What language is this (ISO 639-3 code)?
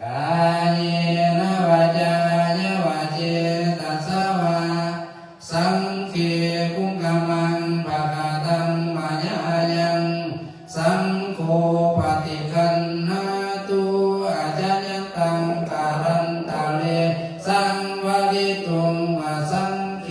lao